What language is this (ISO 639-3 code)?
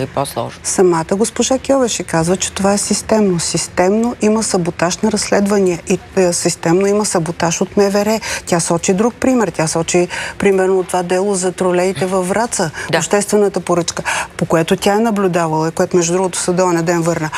bul